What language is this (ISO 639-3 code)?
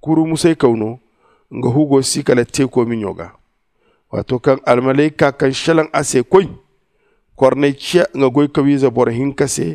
dje